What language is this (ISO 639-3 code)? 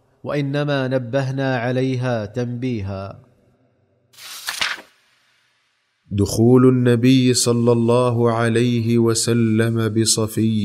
ara